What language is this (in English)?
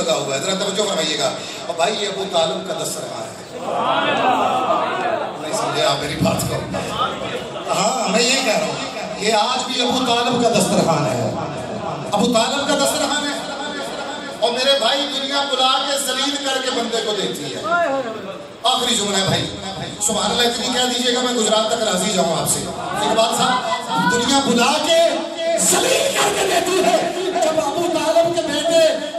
Urdu